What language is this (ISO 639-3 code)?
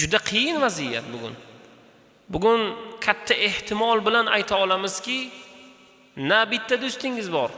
uzb